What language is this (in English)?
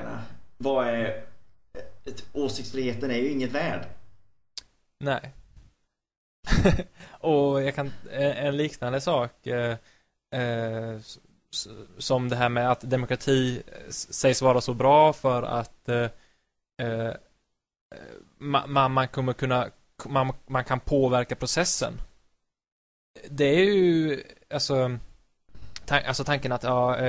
Swedish